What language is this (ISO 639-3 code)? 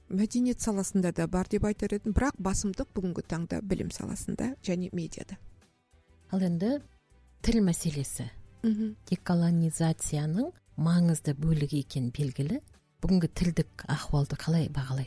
kaz